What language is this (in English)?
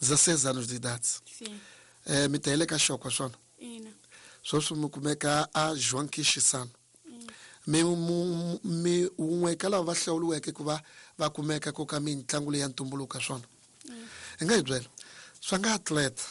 Tsonga